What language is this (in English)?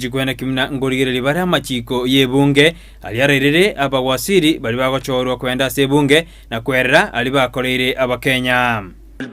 Gusii